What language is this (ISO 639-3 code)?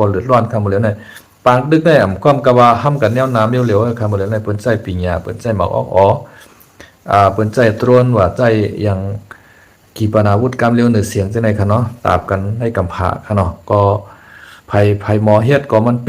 shn